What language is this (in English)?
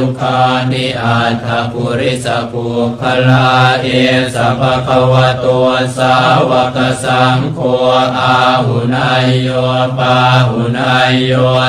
Pali